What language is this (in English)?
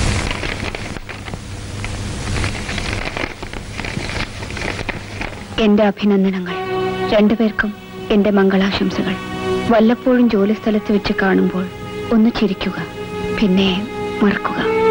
Malayalam